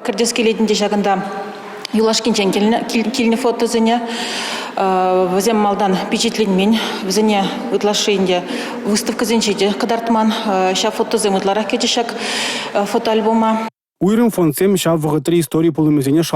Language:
Chuvash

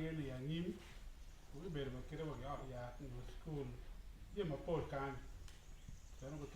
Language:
Acoli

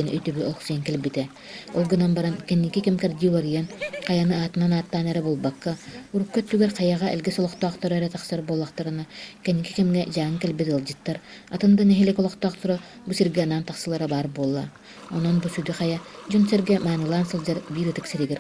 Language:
Yakut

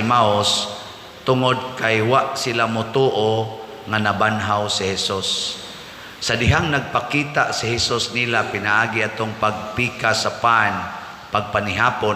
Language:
Cebuano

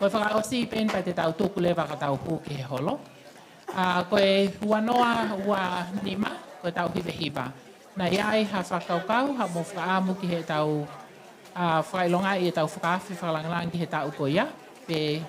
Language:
Tongan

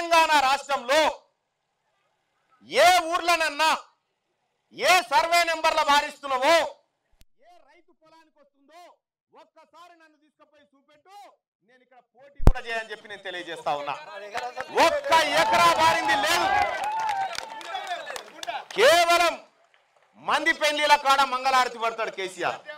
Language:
Telugu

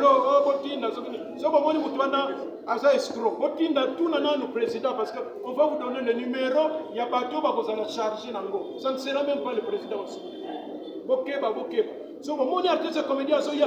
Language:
Lingala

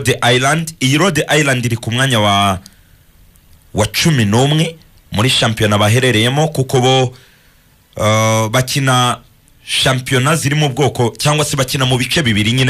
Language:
Kinyarwanda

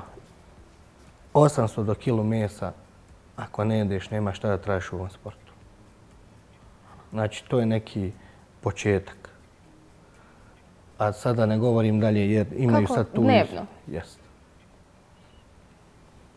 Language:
Bosnian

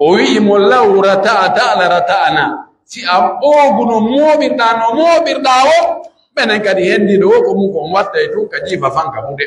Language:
Pular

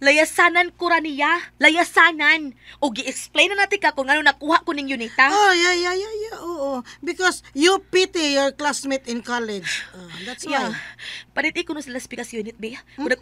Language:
Cebuano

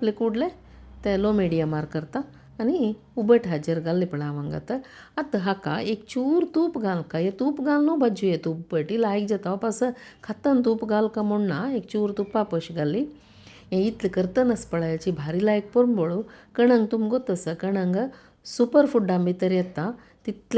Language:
Konkani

